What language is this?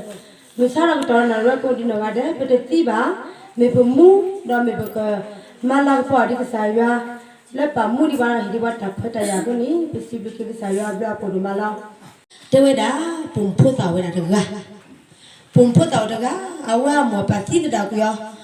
S'gaw Karen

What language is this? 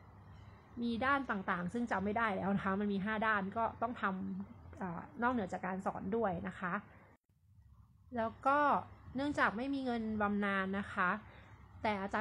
Thai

